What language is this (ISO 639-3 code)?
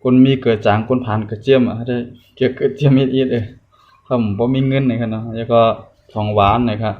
shn